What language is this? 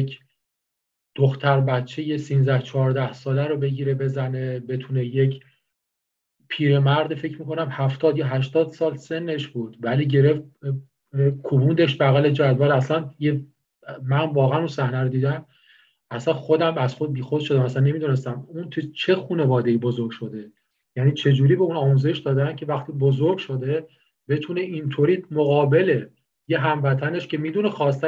Persian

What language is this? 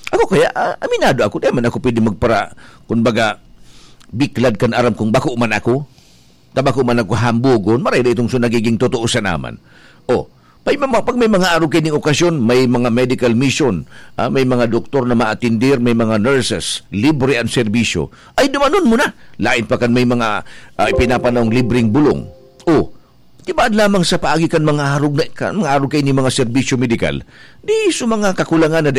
Bikol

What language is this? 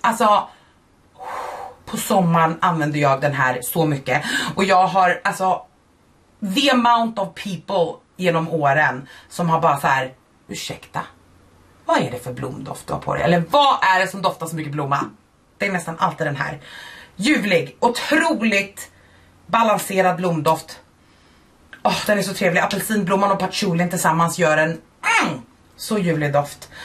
Swedish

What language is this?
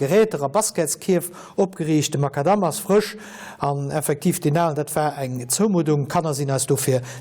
Luxembourgish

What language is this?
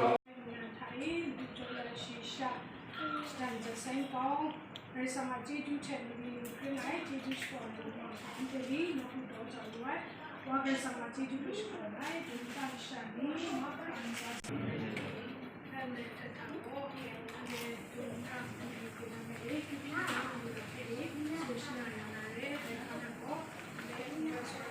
Kachin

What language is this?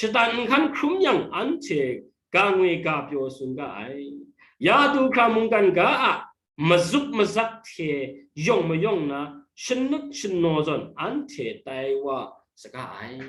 Kachin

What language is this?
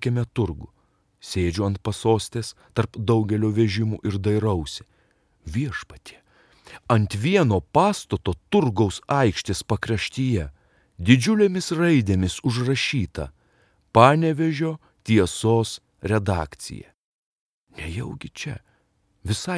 Lithuanian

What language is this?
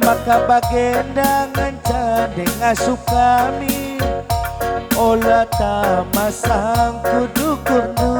Batak Karo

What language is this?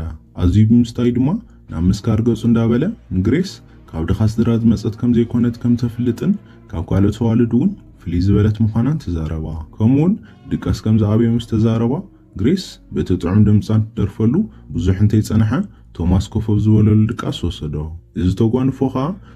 Tigrinya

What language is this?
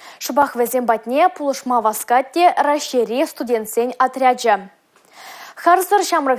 Chuvash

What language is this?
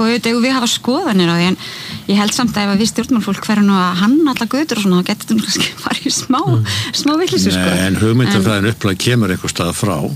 Icelandic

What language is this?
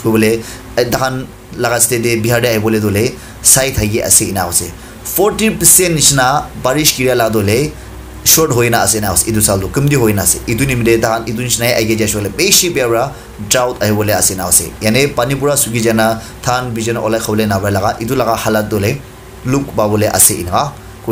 Naga Pidgin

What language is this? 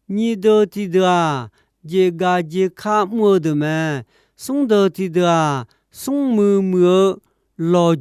Akha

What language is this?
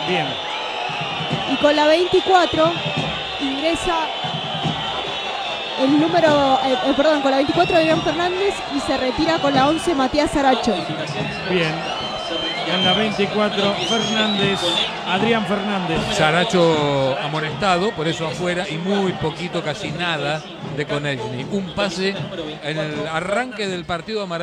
Spanish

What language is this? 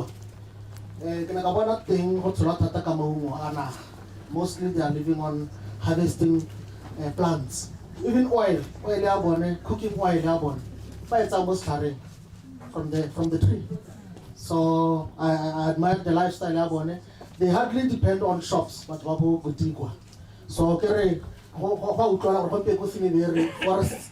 Tswana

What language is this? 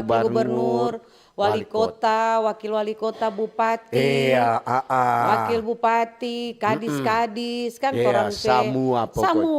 Manado Malay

